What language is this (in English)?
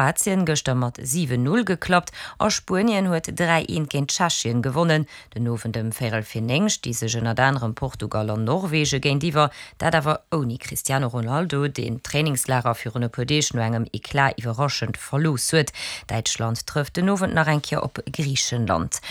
Luxembourgish